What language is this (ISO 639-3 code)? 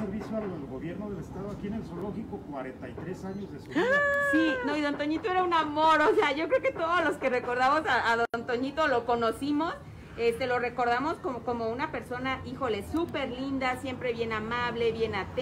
spa